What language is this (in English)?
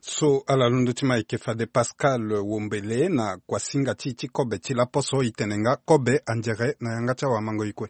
Sango